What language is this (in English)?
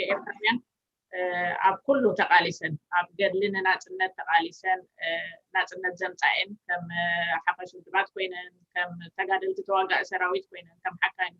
Tigrinya